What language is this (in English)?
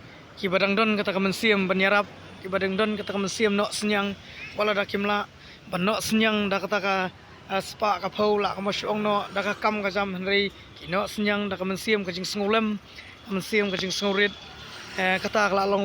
Khasi